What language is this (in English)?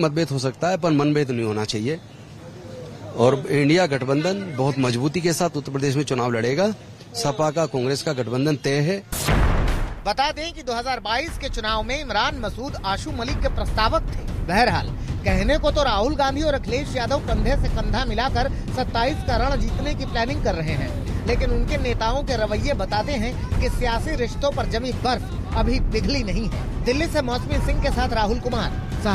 Hindi